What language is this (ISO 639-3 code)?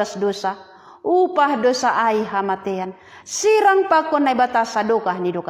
bts